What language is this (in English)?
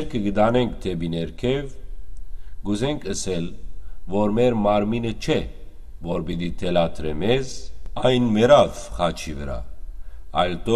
Western Armenian